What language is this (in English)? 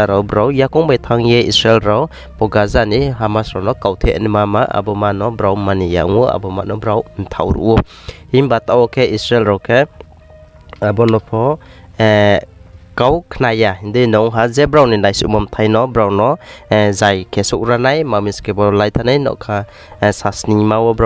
Riang (India)